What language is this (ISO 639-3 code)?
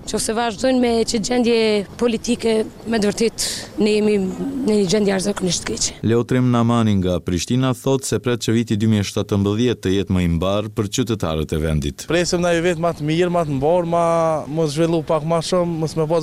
sqi